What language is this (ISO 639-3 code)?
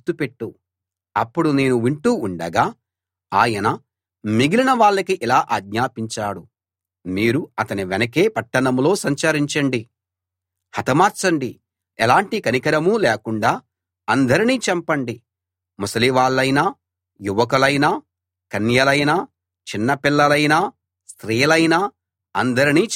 tel